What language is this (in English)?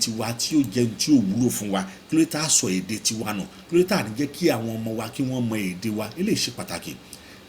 Yoruba